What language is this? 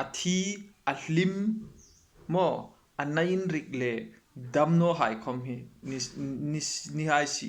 Hmar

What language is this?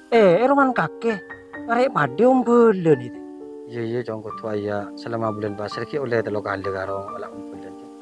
Madurese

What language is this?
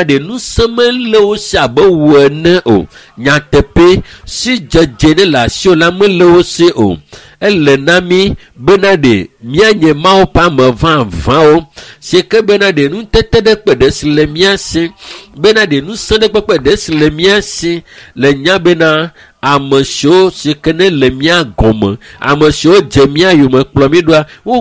Ewe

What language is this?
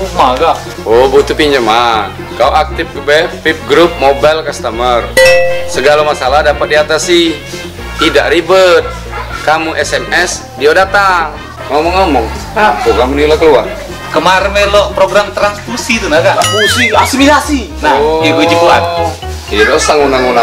Musi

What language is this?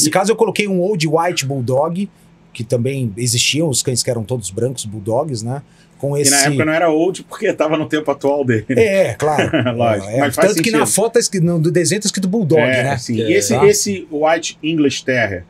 Portuguese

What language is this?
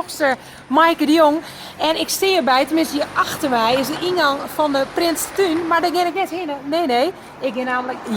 Western Frisian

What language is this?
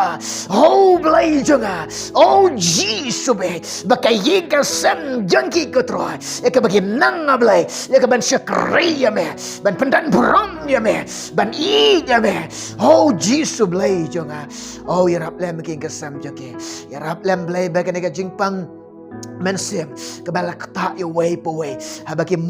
Khasi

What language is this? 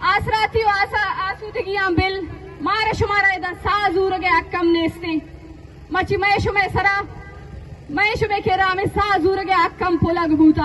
Eastern Balochi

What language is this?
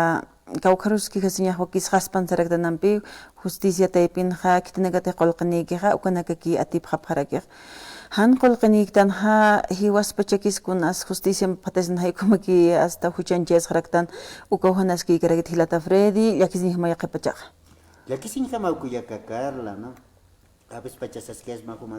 Aymara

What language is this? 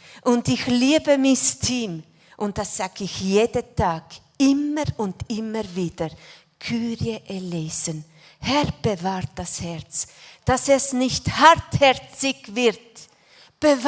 Swiss German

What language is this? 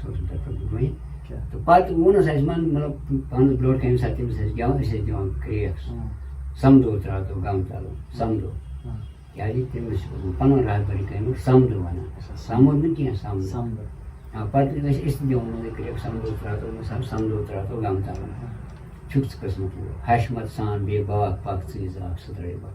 Kashmiri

